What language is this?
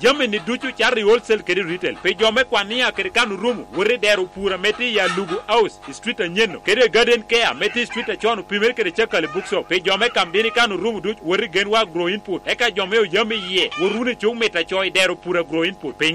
Lango (Uganda)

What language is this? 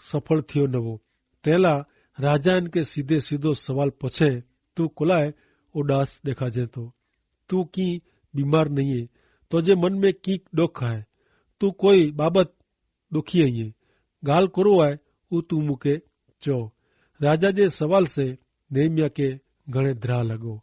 Kachhi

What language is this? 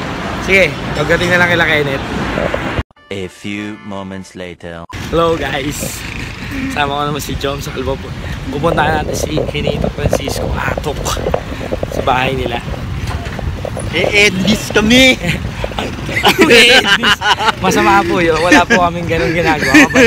Filipino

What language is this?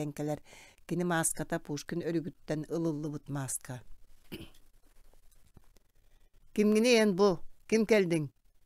Yakut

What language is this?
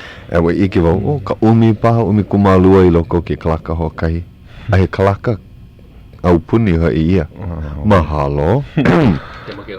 Hawaiian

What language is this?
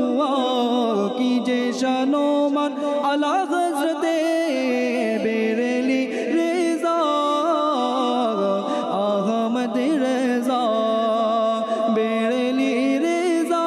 Bangla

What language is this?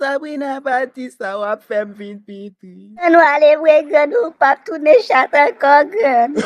Haitian Creole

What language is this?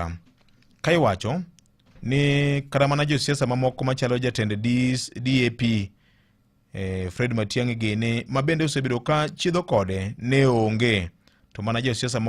Luo (Kenya and Tanzania)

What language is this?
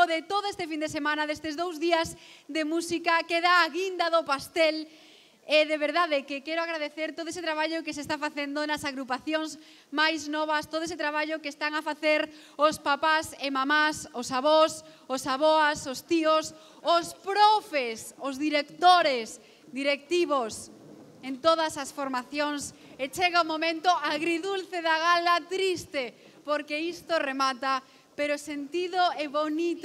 Galician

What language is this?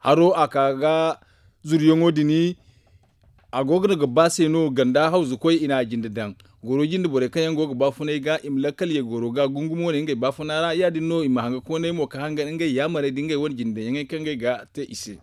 Zarma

